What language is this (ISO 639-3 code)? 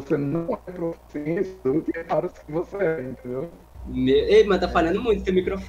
por